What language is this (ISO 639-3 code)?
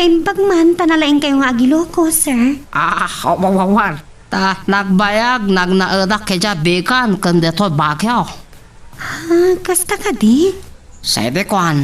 ilo